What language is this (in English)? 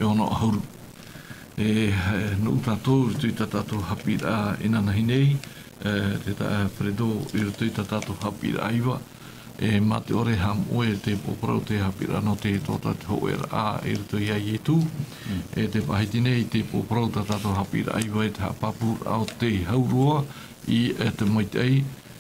Tahitian